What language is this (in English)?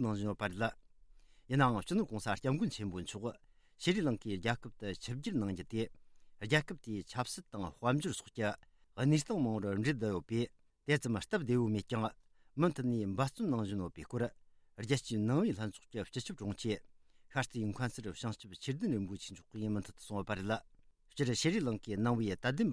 Tibetan